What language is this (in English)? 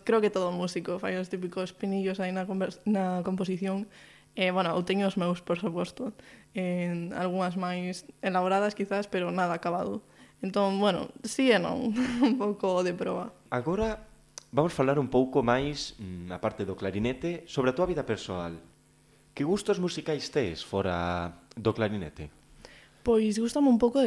Galician